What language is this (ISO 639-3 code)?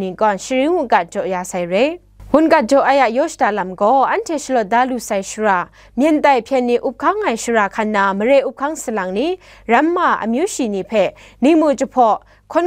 kac